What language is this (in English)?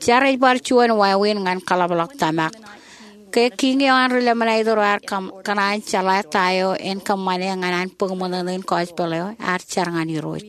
Marshallese